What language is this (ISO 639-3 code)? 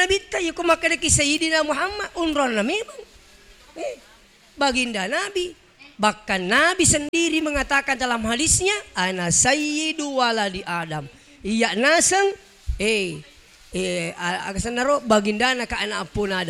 bug